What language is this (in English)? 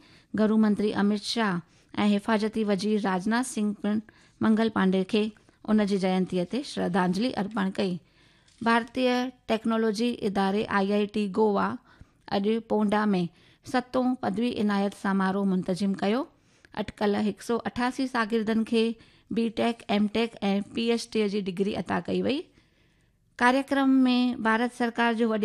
Sindhi